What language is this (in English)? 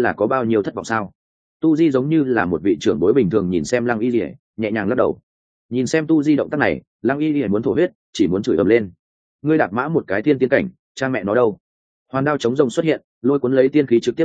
Vietnamese